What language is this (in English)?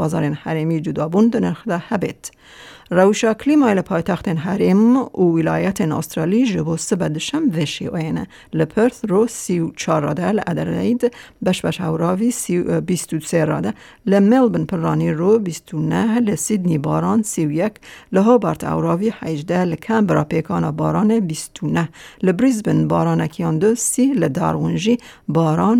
Kurdish